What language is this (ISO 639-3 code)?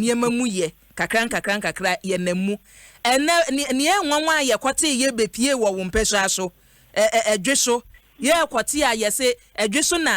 aka